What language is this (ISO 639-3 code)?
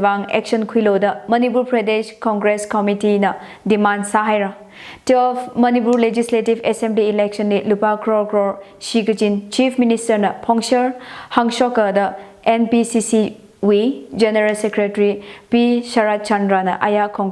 nmf